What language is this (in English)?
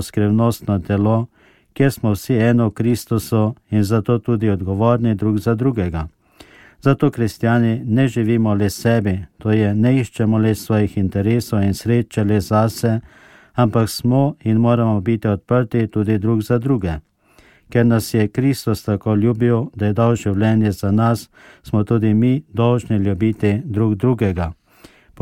Slovenian